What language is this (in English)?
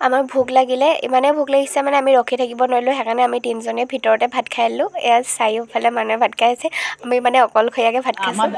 Assamese